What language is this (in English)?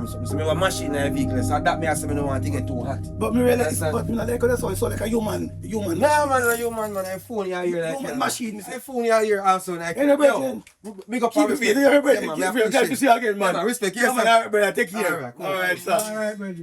Jamaican Creole English